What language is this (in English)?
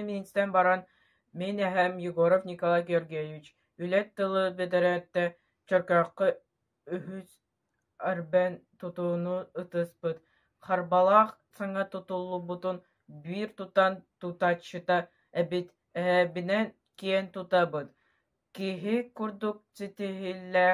Yakut